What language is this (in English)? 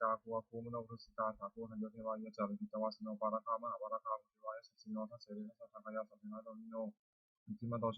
Pali